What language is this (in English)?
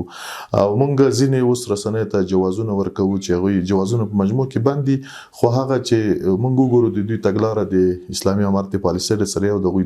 Pashto